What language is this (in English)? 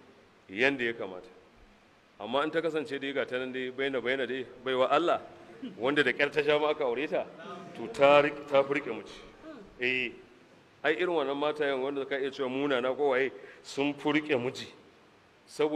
Hausa